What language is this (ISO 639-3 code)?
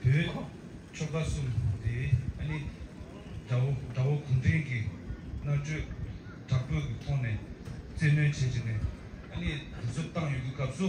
bod